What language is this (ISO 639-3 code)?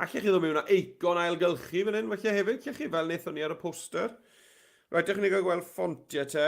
cym